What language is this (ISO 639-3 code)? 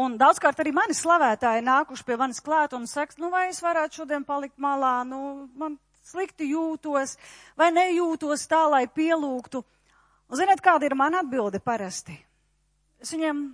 lav